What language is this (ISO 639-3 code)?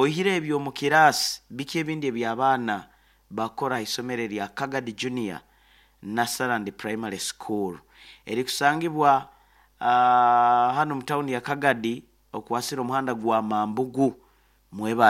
nyo